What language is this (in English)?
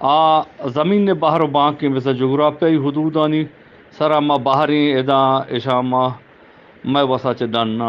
Eastern Balochi